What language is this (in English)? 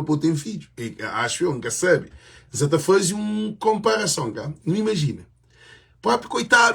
Kabuverdianu